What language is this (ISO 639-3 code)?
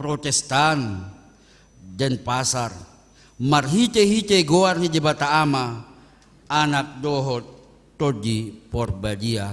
bbc